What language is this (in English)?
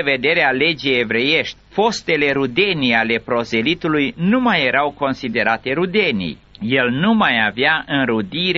Romanian